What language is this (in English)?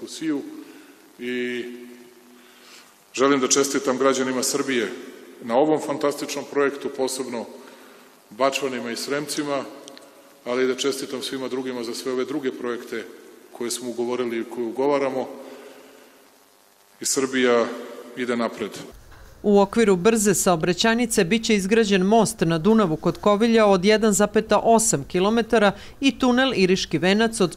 Serbian